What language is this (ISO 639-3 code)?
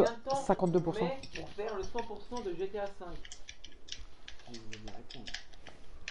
fra